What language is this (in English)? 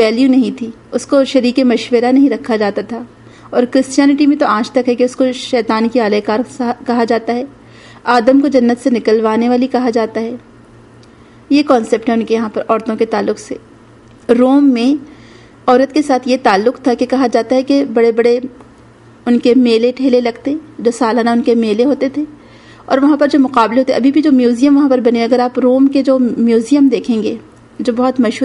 Urdu